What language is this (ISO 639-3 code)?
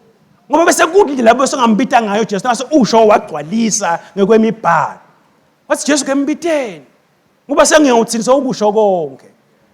ssw